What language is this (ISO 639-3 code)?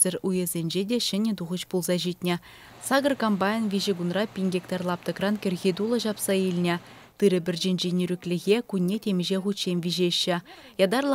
chv